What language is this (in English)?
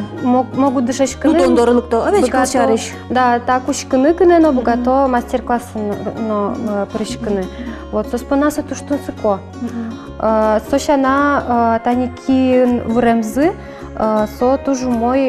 Udmurt